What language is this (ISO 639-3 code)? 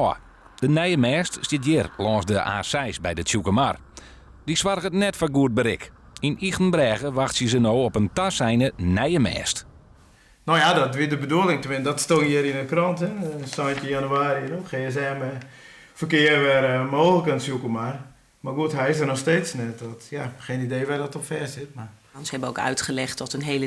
fry